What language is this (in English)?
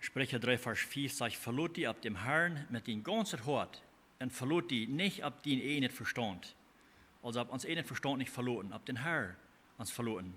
Plautdietsch